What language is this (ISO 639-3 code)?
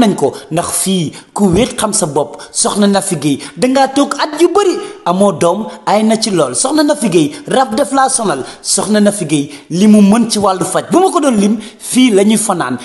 wol